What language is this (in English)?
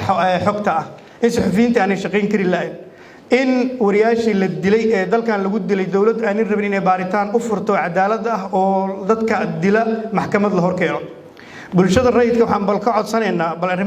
Somali